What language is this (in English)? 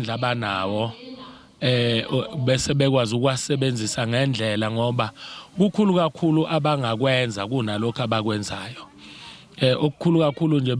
Zulu